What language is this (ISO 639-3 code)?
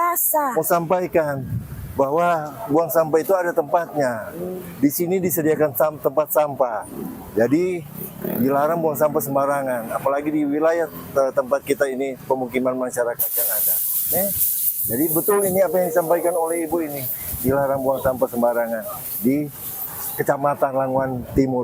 xmm